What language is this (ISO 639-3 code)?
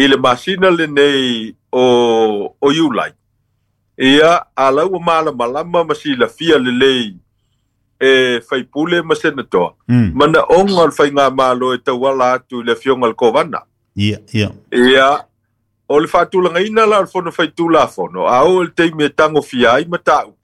smo